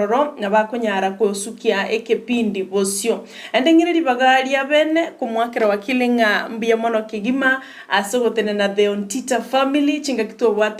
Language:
Gusii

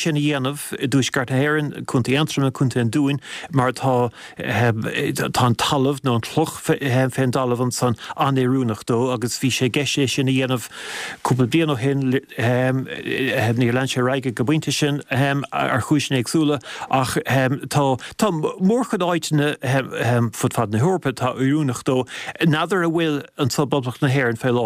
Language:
Irish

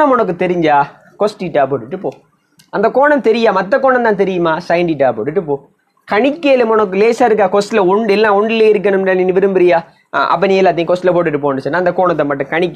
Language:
Tamil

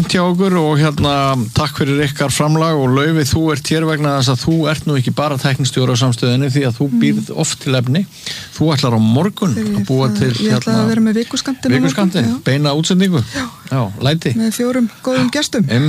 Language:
Icelandic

